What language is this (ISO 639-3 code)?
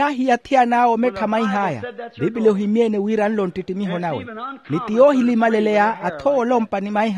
vmw